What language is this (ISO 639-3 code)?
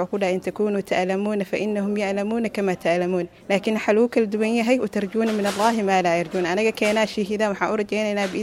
som